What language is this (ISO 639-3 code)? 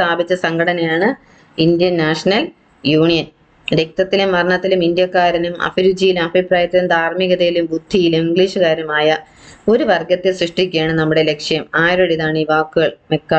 mal